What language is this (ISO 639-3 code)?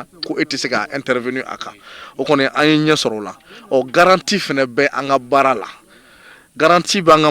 bam